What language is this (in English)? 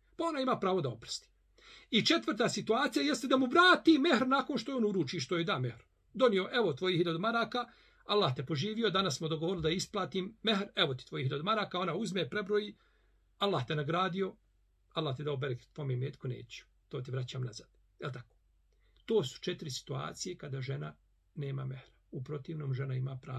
Bosnian